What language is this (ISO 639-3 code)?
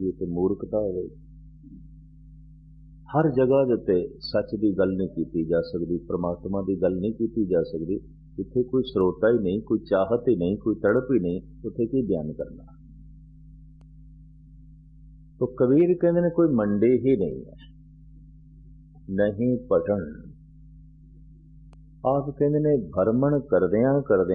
pan